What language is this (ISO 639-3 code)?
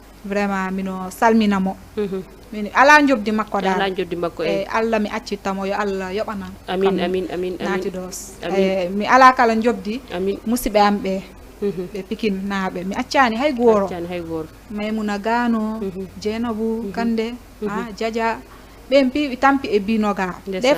ful